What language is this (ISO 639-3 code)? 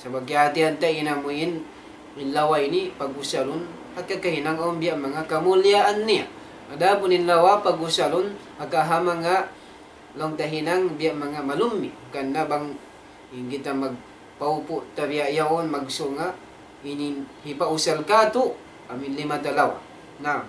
tsg